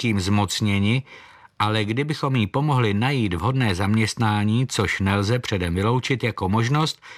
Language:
Czech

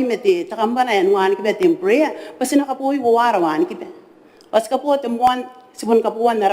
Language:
Gilbertese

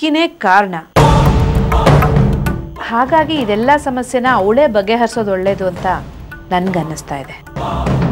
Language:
Kannada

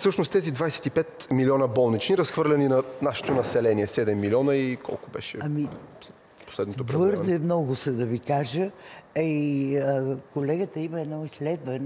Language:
Bulgarian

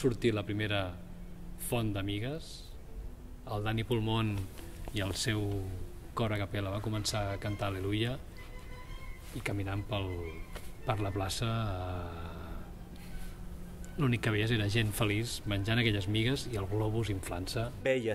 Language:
Catalan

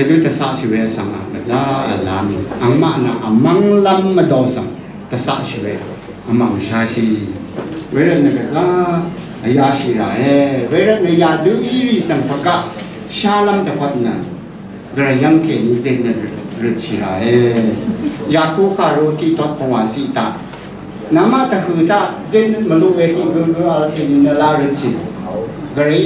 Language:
Rawang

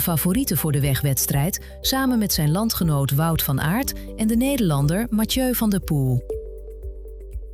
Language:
Dutch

